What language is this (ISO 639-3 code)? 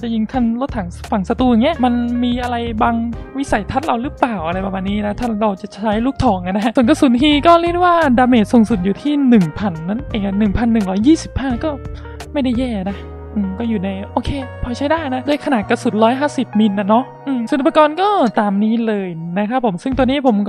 tha